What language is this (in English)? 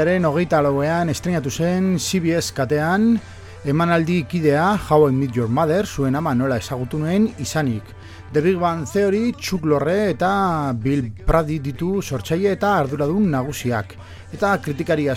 Basque